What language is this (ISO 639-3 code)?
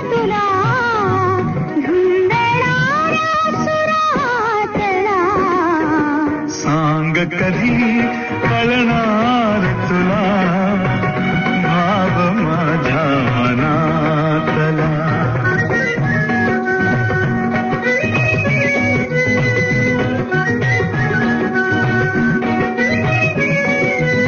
mar